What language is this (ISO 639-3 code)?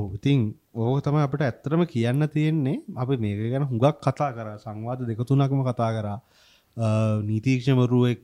sin